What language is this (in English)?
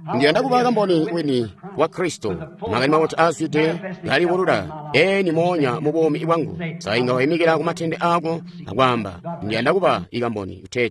Tonga (Zambia)